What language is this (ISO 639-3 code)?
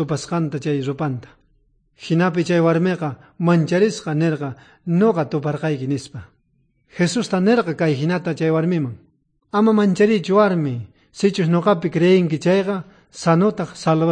quh